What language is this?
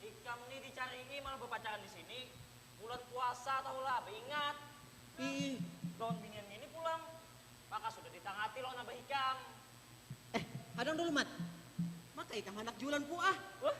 Banjar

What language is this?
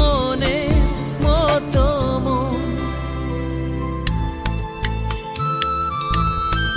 Bangla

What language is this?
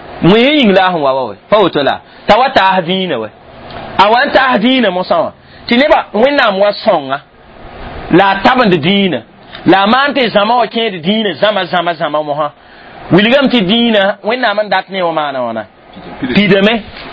Mossi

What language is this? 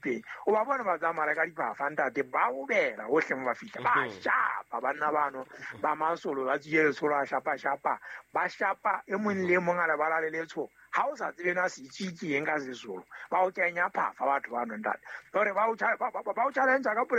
Southern Sotho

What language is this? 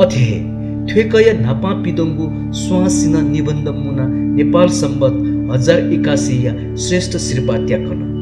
Newari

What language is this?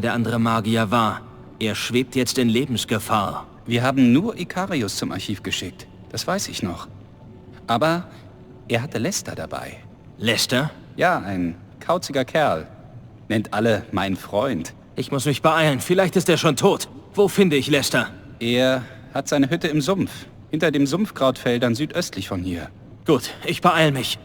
Bavarian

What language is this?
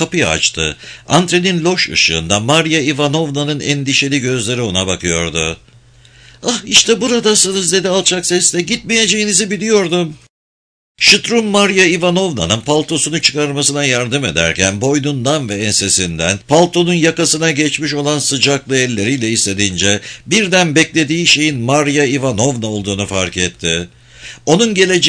Turkish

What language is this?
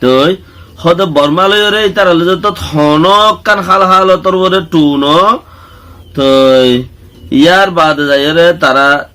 Rohingya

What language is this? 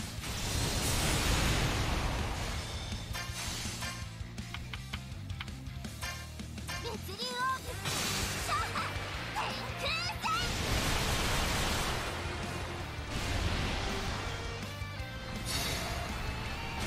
Japanese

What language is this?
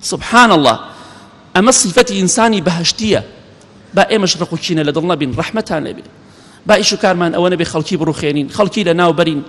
Central Kurdish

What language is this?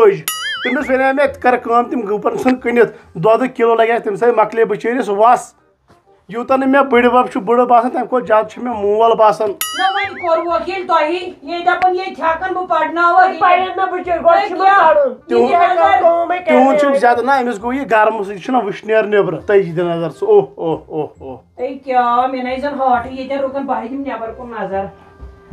Kashmiri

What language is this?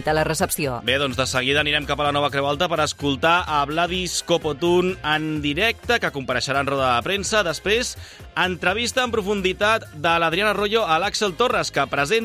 Catalan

